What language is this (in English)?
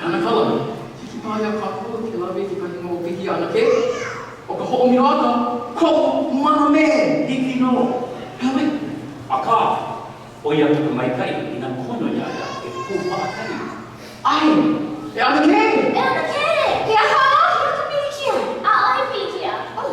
Hawaiian